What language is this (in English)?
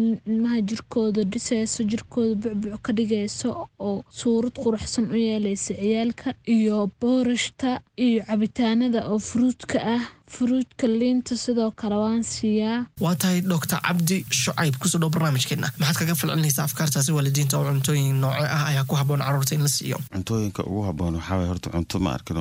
Somali